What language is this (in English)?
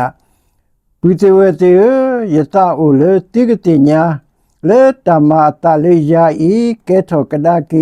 S'gaw Karen